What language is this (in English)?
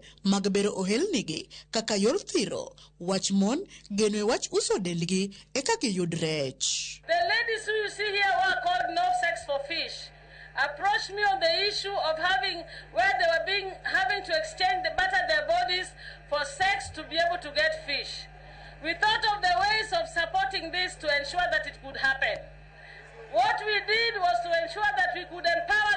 Luo (Kenya and Tanzania)